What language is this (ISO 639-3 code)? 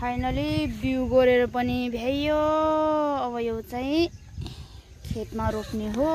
nep